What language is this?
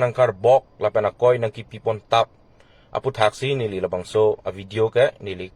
Karbi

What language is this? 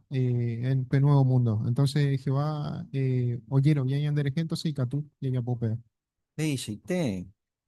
Guarani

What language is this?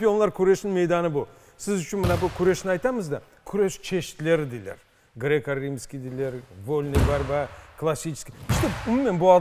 Crimean Tatar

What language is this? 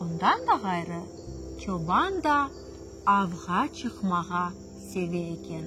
Crimean Tatar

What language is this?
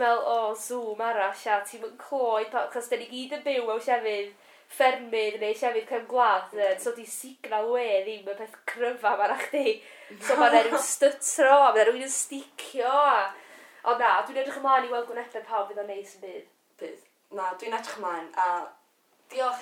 Welsh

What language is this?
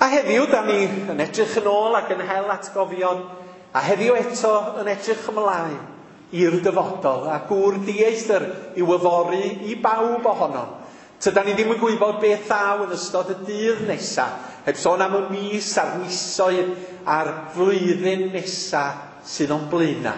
Welsh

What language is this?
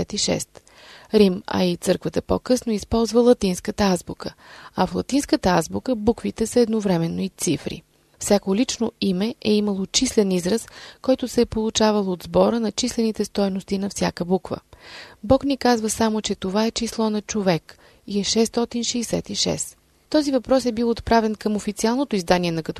Bulgarian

